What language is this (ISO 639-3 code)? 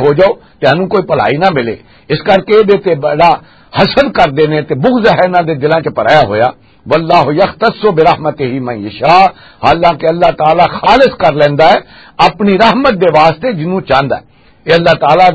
lah